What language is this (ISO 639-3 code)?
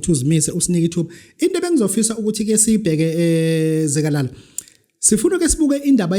zul